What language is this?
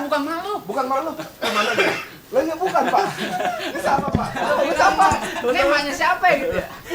Betawi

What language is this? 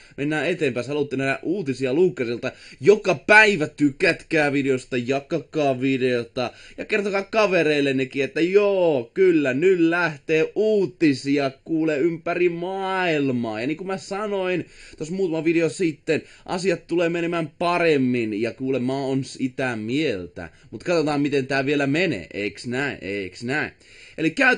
Finnish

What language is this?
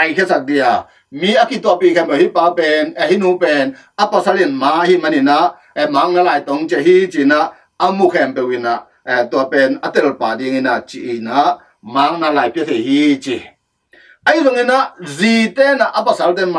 Tedim Chin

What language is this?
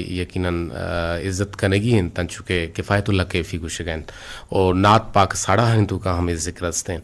Eastern Balochi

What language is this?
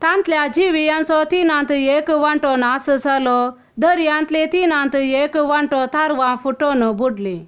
Konkani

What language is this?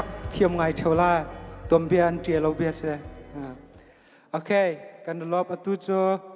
Hakha Chin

